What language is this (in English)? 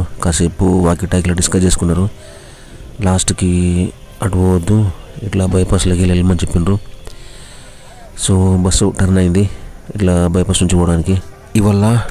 Telugu